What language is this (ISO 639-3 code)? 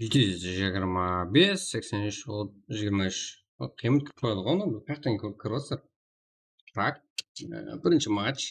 kaa